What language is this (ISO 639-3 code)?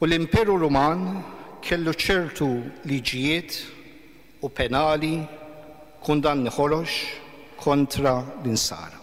mlt